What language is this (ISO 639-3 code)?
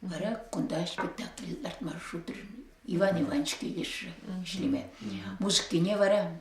chv